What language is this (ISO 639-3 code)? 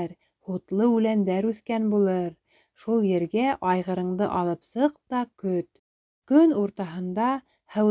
bak